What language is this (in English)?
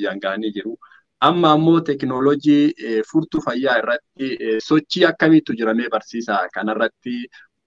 Oromo